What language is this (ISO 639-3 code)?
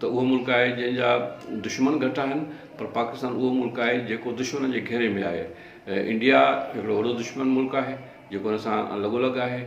snd